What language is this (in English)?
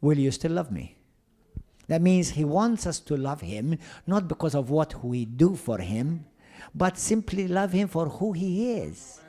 English